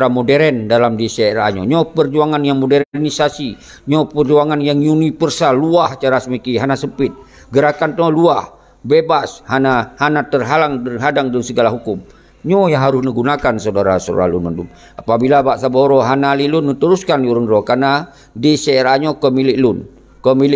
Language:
Achinese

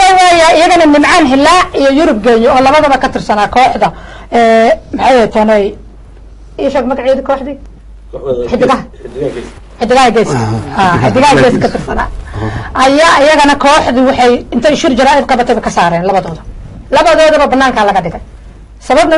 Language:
Somali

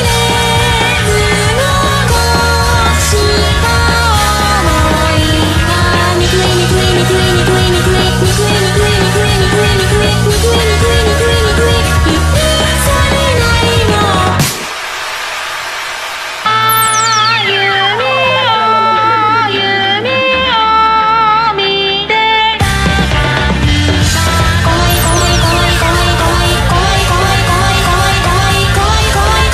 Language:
Japanese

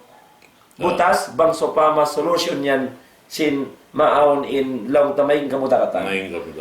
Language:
Tausug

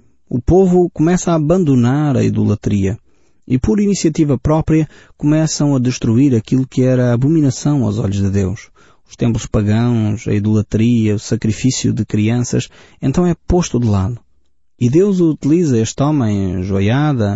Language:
Portuguese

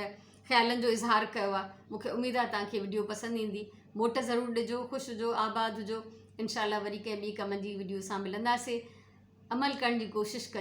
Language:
Sindhi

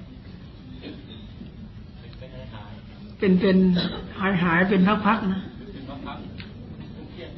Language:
Thai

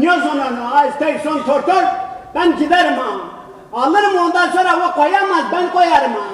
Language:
Zaza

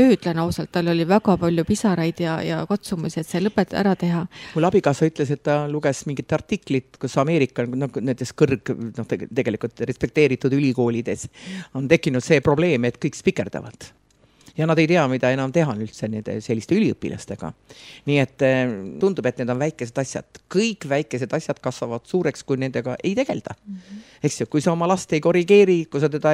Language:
Estonian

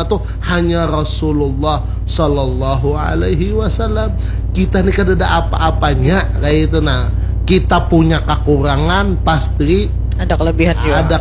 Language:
Banjar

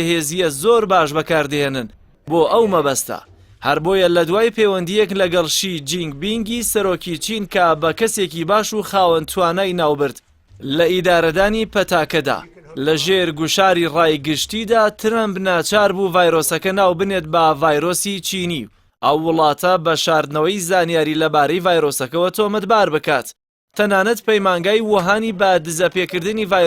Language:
Central Kurdish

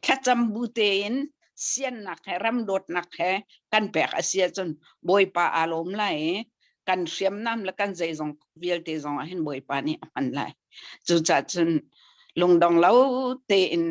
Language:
Hakha Chin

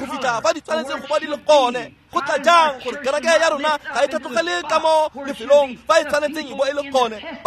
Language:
Tswana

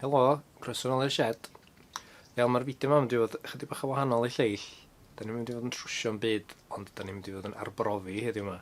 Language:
Welsh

